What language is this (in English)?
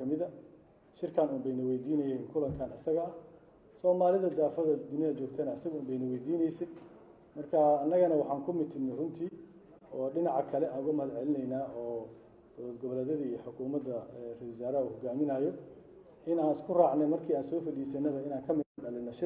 Somali